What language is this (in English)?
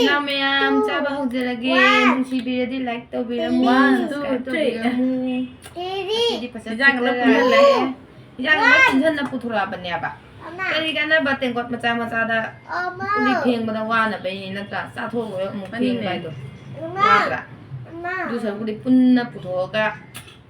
Manipuri